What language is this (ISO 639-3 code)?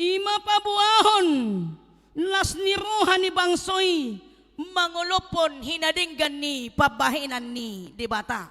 bbc